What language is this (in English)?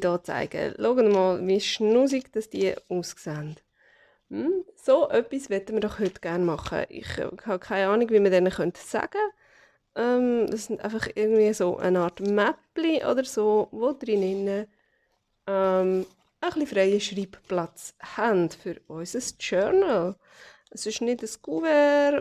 Swiss German